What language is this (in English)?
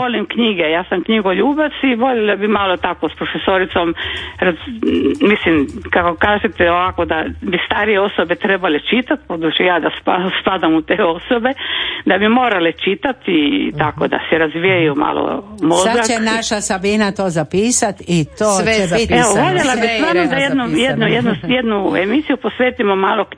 Croatian